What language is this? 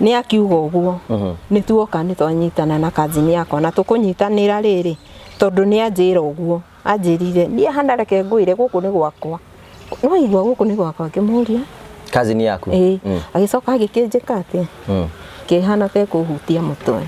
Kikuyu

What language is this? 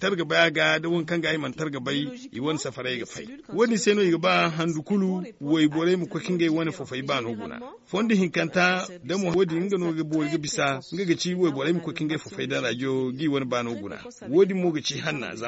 Zarma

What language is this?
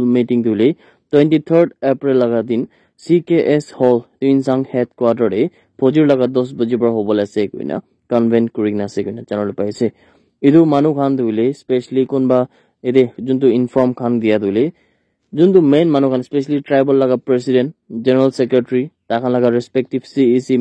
Naga Pidgin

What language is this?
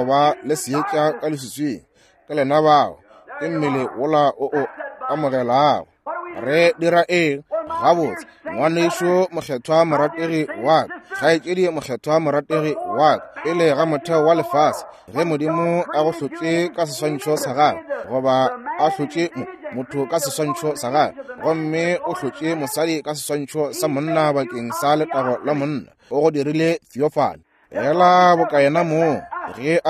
Northern Sotho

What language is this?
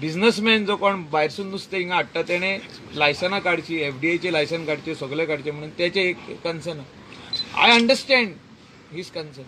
Konkani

